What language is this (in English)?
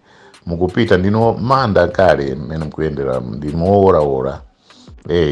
Nyanja